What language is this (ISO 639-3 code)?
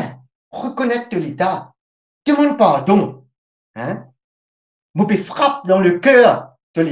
mfe